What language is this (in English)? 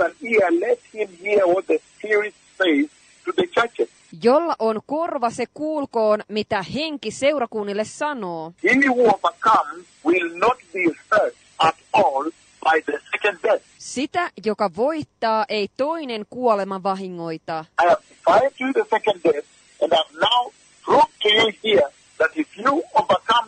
Finnish